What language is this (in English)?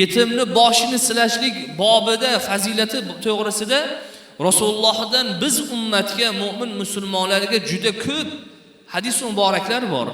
Uzbek